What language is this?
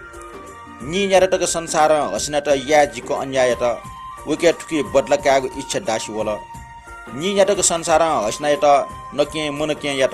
Newari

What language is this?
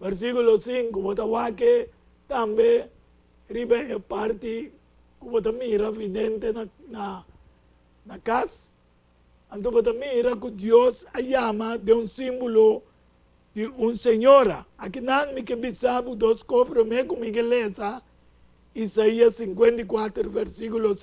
Papiamento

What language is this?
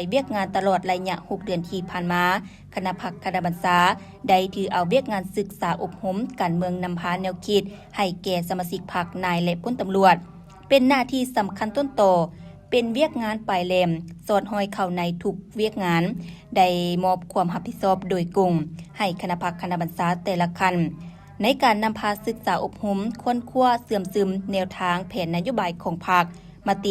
Lao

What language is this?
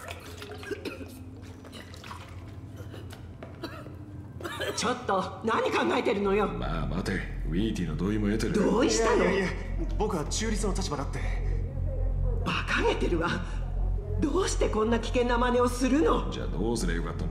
Japanese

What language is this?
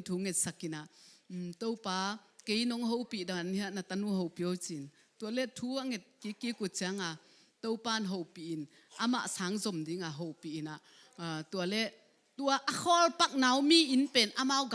Tedim Chin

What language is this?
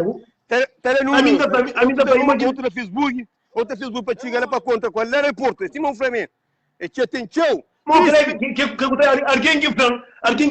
Kabuverdianu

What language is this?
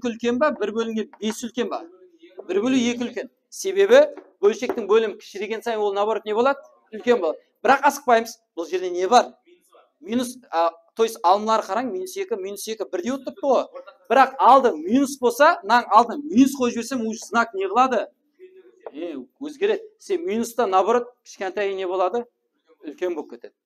Kara-Kalpak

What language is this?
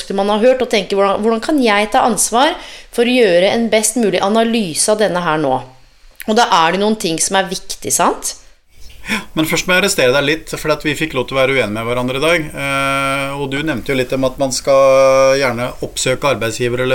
Norwegian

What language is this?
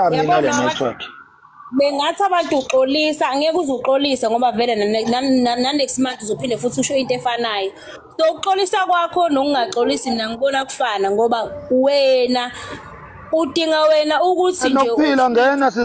Zulu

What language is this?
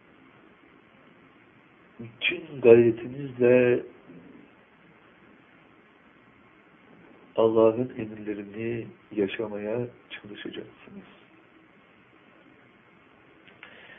Turkish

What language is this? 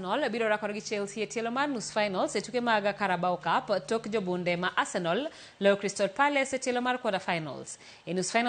Luo (Kenya and Tanzania)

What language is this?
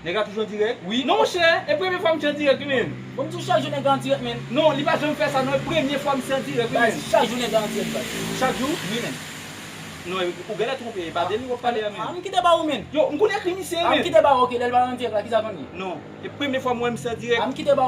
Haitian Creole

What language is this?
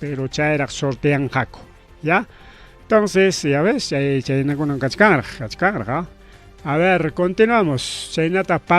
Ayacucho Quechua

